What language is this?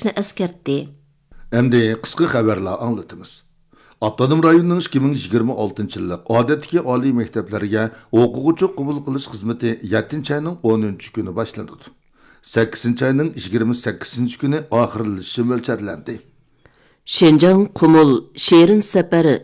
Uyghur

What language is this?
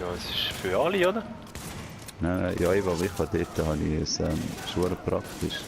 Swiss German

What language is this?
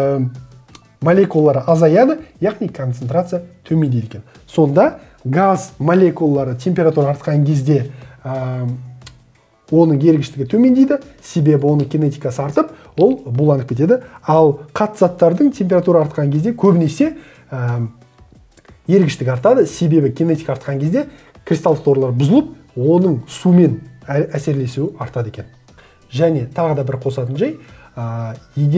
Kazakh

